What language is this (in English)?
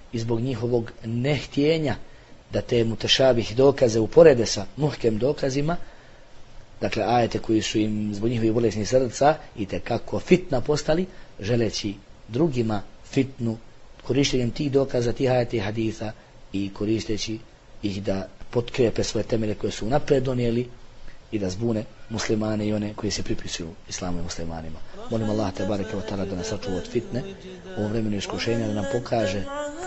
Bosnian